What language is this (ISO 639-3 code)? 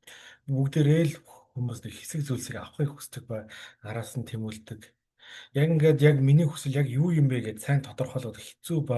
mon